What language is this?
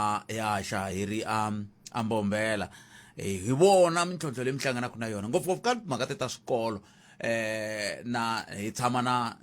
Tsonga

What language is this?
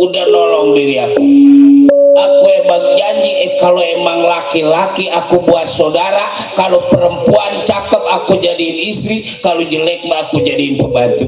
Betawi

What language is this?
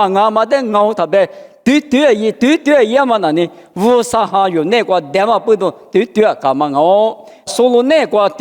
Lisu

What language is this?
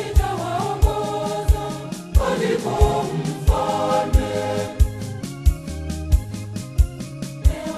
Swahili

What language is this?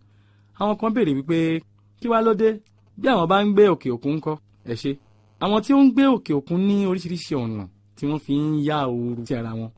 Yoruba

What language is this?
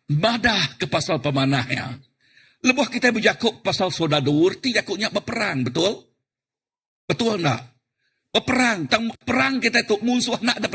Iban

